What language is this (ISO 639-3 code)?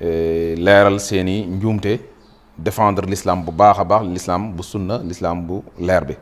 wol